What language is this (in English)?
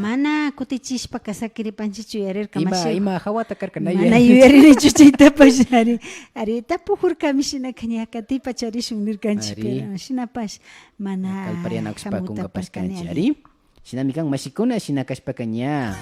Imbabura Highland Quichua